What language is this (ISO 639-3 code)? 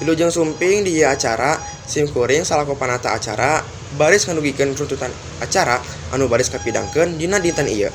sun